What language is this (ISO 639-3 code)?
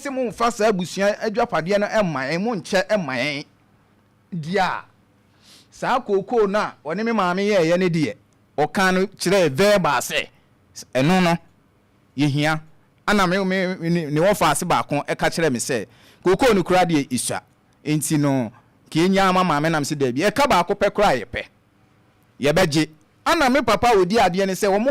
aka